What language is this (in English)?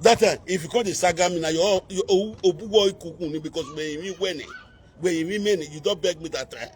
Nigerian Pidgin